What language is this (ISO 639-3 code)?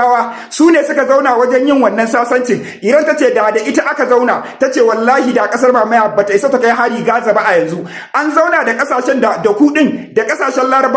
hau